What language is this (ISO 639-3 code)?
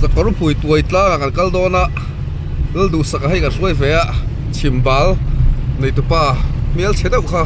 lus